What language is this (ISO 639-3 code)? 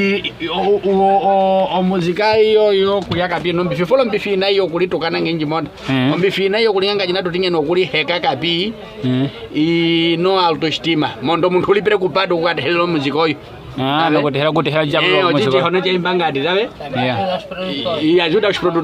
nyk